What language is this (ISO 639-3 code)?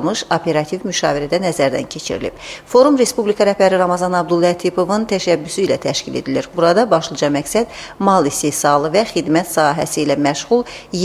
aze